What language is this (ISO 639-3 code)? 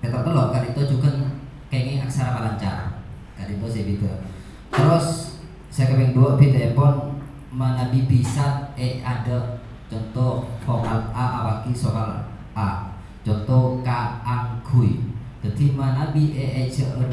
mad